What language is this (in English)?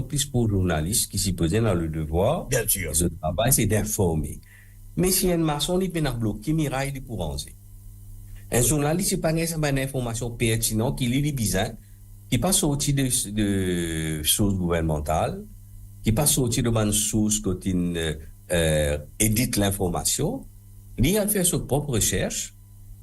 Morisyen